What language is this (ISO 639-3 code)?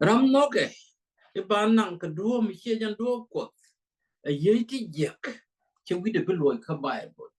nus